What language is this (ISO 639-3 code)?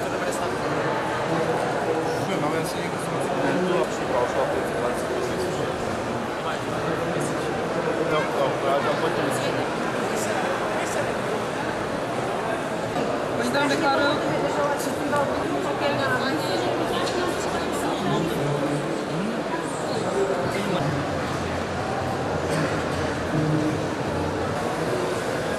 ces